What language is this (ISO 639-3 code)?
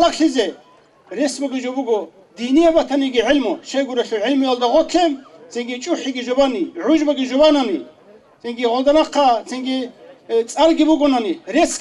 ava